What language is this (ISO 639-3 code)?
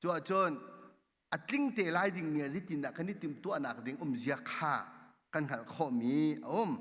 cnh